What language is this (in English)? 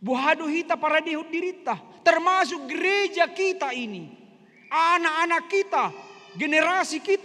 Batak Toba